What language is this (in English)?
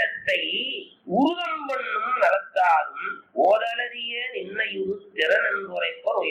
Tamil